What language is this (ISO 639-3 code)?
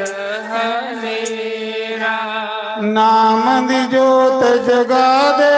doi